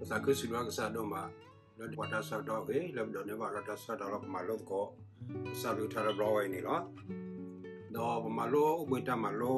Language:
S'gaw Karen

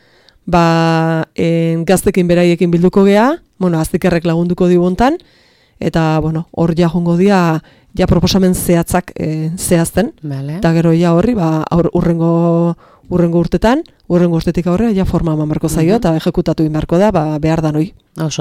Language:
Basque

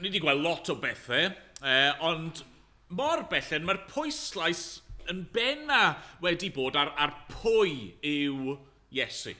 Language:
Welsh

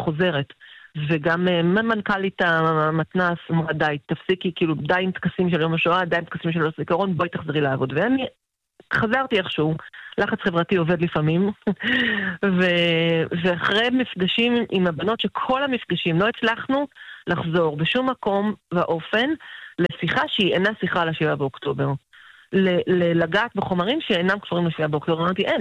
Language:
Hebrew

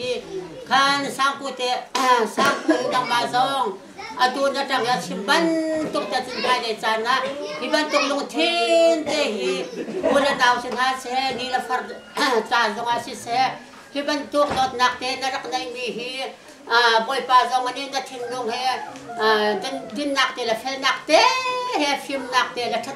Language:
Hakha Chin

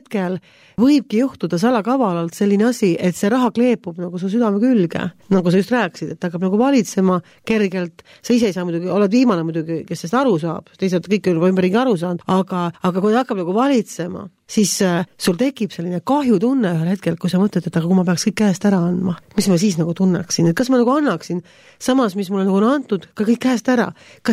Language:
Estonian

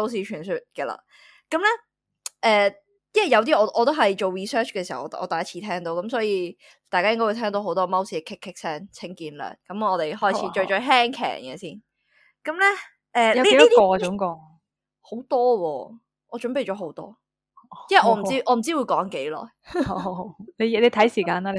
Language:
Cantonese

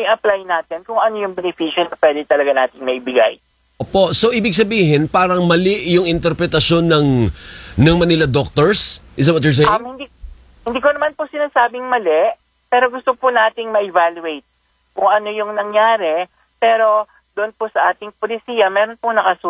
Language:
Filipino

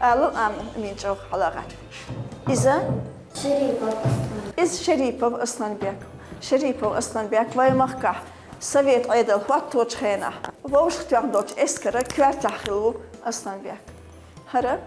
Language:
Chechen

